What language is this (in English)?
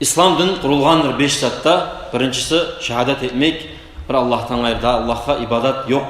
Kumyk